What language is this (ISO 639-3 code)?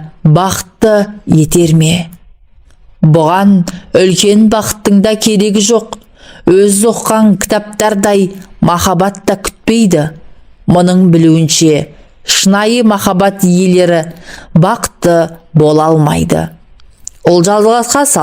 kaz